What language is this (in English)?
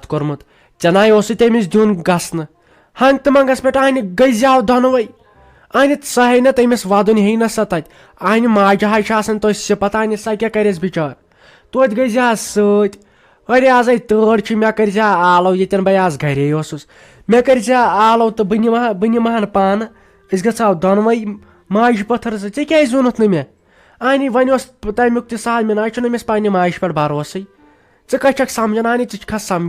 Kashmiri